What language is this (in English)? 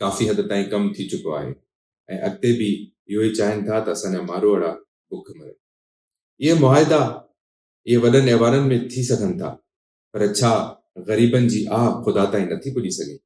Sindhi